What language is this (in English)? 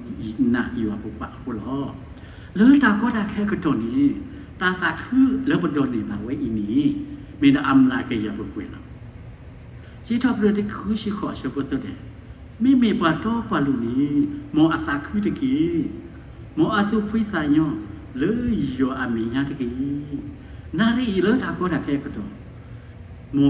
S'gaw Karen